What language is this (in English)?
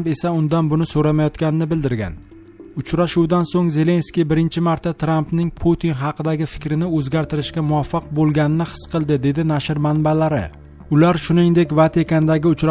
Uzbek